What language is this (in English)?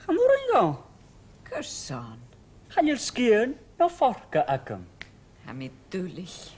Scottish Gaelic